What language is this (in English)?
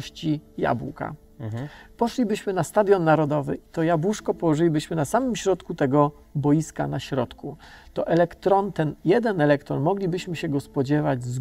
Polish